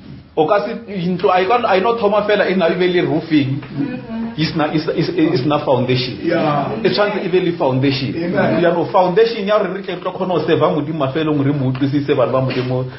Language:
Northern Sotho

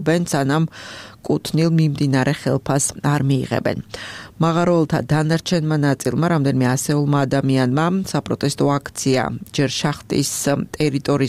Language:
Georgian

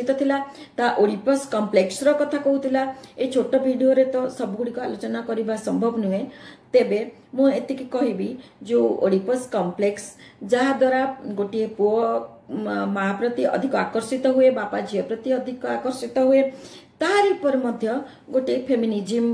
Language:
Odia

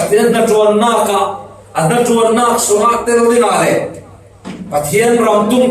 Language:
Falam Chin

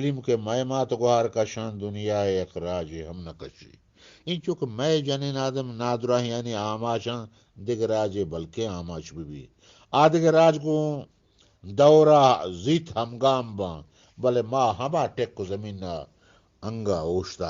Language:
Eastern Balochi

